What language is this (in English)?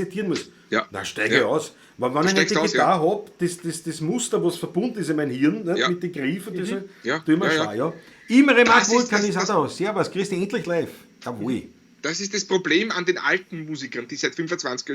Bavarian